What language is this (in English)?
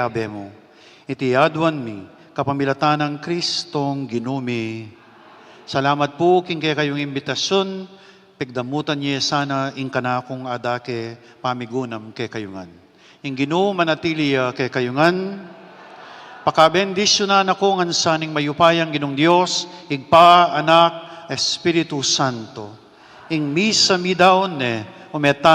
Pampanga